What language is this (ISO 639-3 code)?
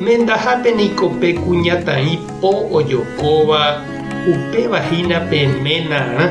grn